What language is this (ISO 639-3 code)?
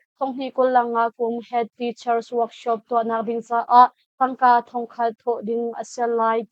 cnh